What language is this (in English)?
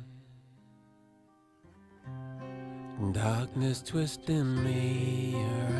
Hindi